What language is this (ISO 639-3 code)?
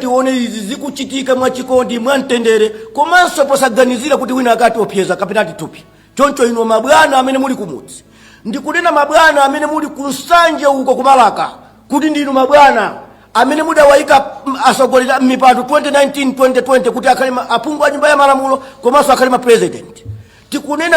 nya